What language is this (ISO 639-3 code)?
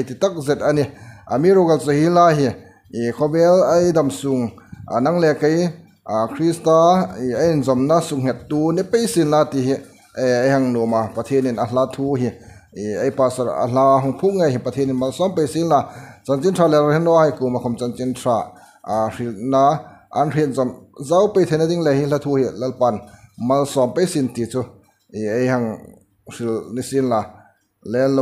hmr